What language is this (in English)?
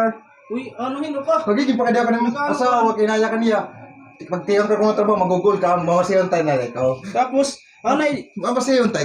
Waray